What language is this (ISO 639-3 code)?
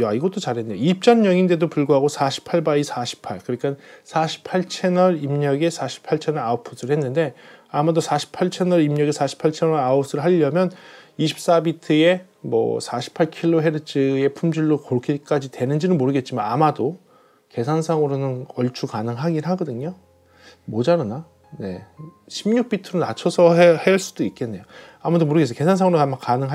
kor